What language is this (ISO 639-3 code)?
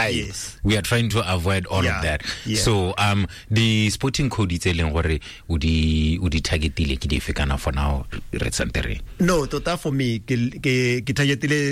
tsn